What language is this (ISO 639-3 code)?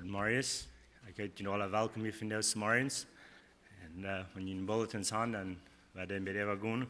pdt